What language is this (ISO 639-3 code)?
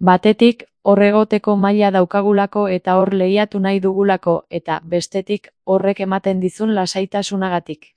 eus